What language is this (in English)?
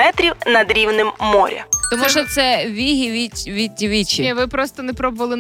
Ukrainian